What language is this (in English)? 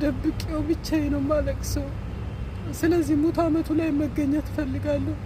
Amharic